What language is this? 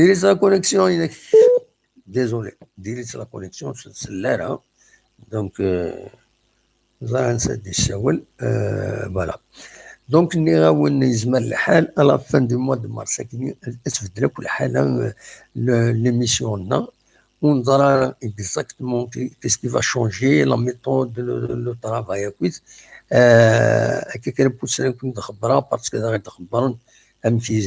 Kabyle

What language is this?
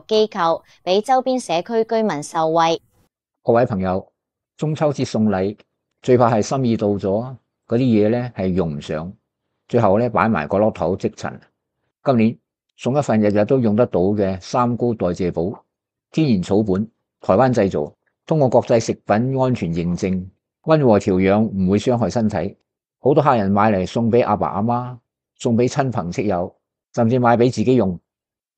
Cantonese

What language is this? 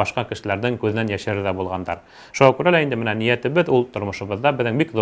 Bashkir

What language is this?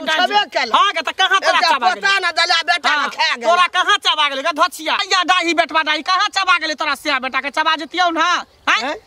Maithili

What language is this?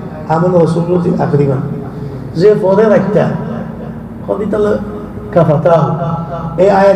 Rohingya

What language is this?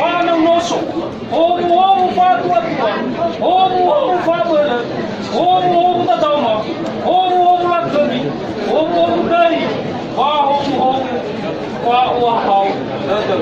Nias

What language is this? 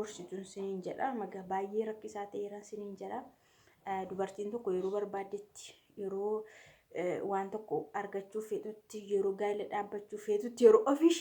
Oromo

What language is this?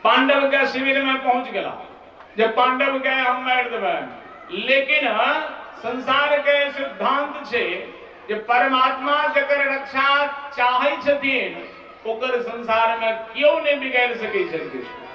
Maithili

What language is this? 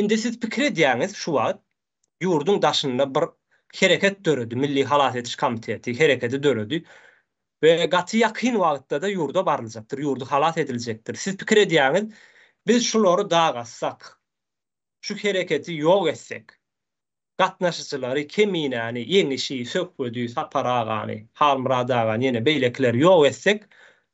Turkmen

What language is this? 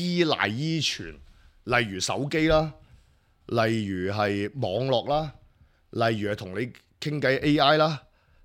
Cantonese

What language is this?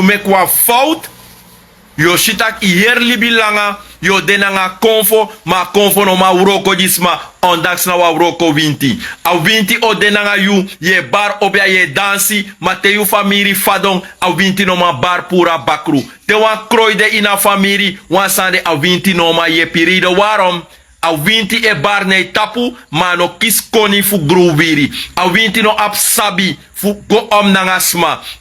Sranan Tongo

